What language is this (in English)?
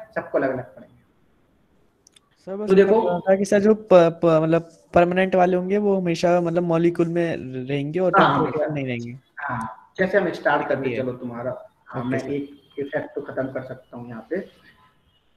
Hindi